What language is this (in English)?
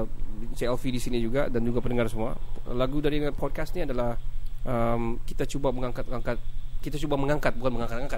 Malay